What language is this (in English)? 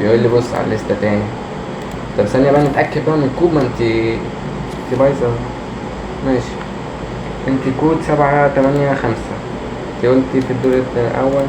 Egyptian Arabic